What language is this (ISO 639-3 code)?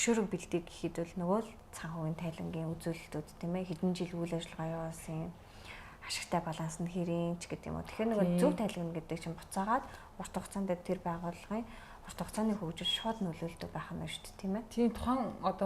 mon